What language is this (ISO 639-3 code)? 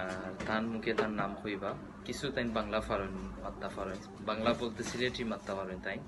syl